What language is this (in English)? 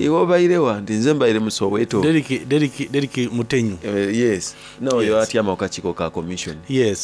Soga